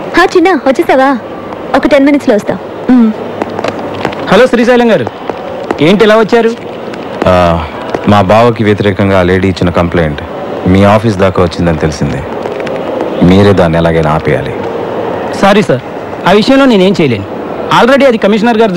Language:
Telugu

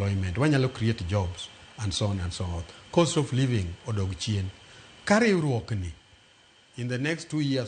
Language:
Luo (Kenya and Tanzania)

